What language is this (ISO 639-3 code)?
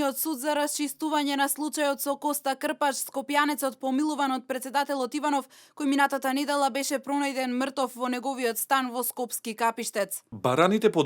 mkd